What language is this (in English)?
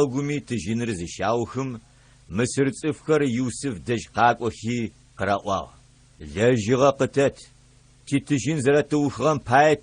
Adyghe